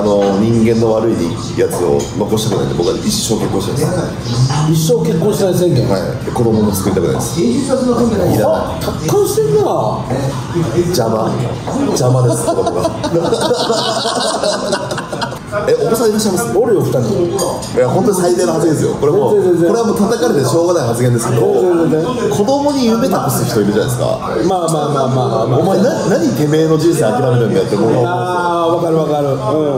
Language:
Japanese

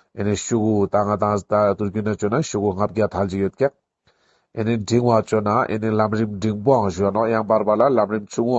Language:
Ladakhi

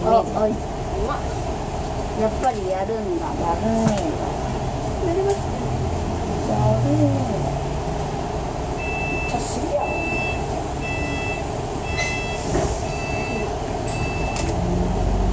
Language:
Japanese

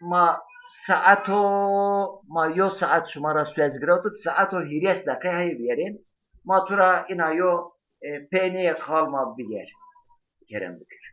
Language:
Zaza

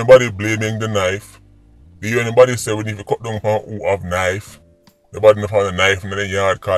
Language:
Jamaican Creole English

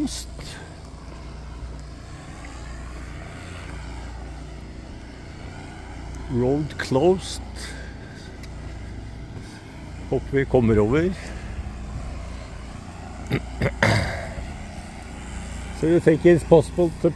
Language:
Norwegian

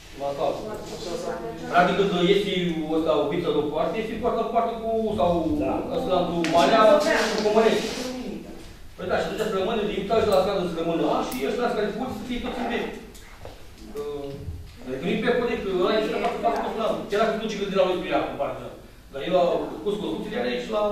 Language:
Romanian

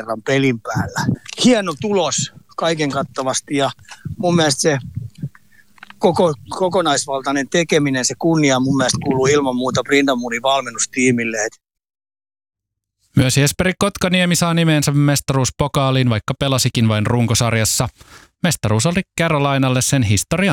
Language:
Finnish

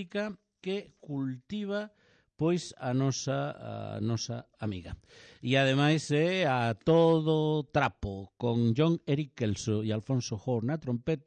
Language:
Galician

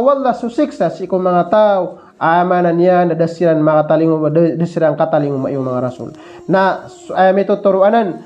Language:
Maranao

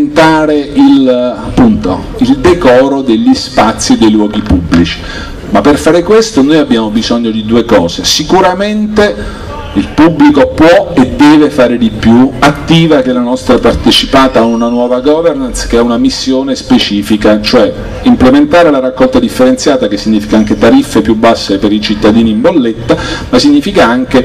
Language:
Italian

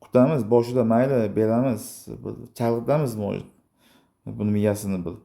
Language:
Uzbek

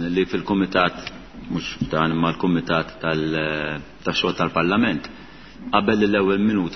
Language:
Maltese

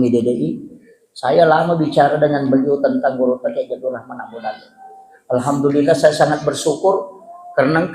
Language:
Buginese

